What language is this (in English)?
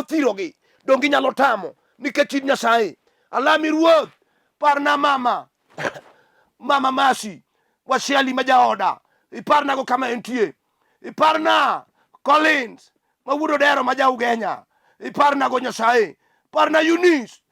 Luo (Kenya and Tanzania)